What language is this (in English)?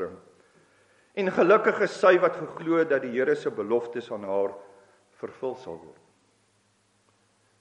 Afrikaans